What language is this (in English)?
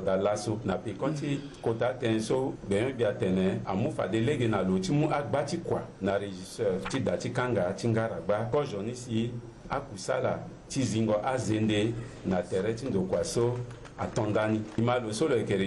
Sango